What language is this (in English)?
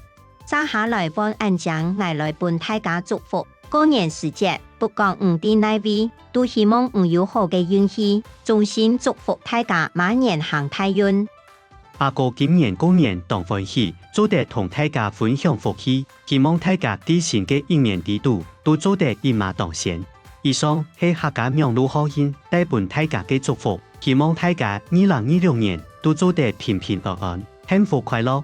Hakka Chinese